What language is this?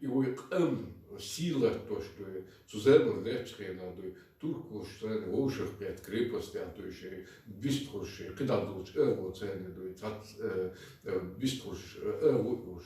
Chechen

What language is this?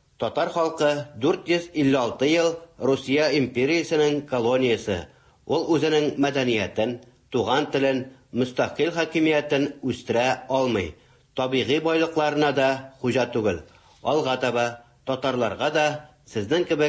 Tatar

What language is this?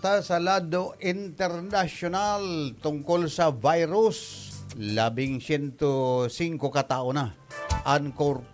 Bikol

